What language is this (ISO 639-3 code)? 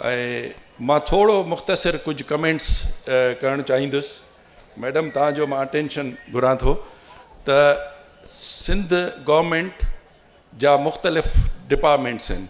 snd